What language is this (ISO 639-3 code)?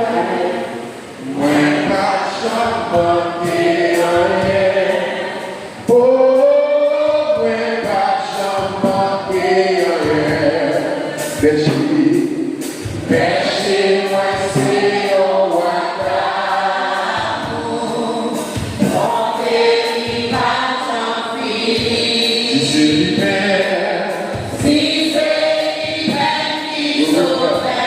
hat